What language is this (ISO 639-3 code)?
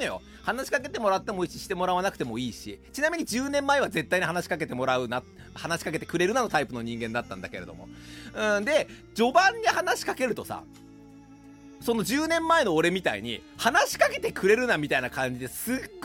jpn